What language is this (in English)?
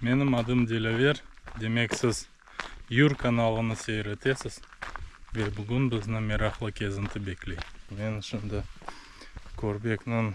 Crimean Tatar